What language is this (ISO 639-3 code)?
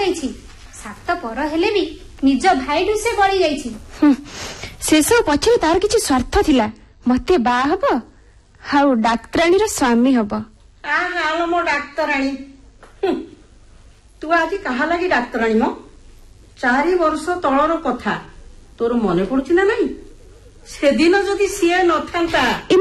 ori